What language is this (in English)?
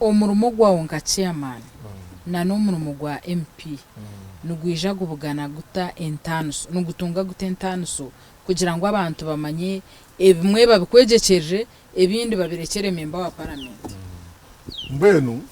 Nyankole